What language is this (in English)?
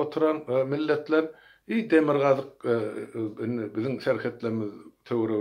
Turkmen